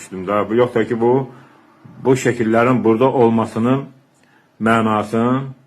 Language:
Azerbaijani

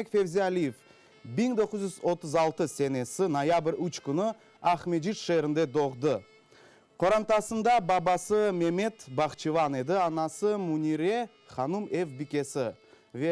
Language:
Crimean Tatar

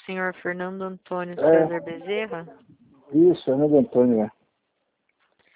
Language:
Portuguese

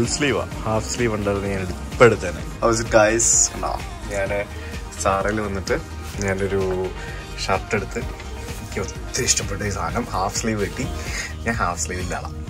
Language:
Malayalam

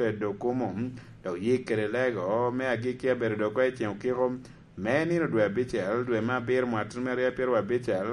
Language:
Lango (Uganda)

